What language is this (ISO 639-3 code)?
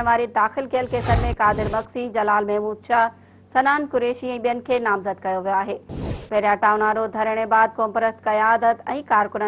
snd